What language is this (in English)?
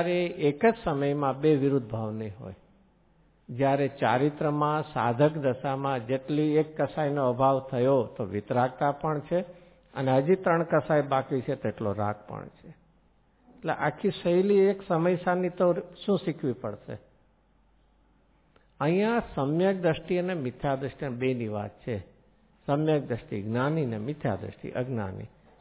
Gujarati